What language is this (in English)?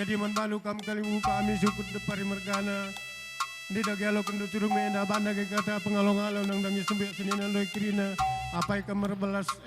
Batak Karo